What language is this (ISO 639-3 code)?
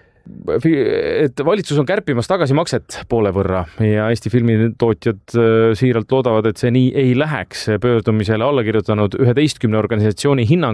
est